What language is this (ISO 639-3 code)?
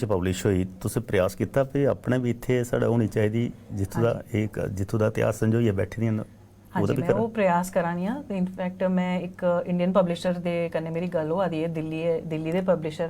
doi